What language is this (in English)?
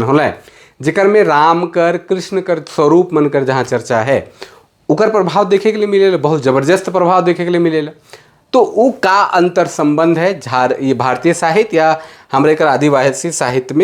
Sadri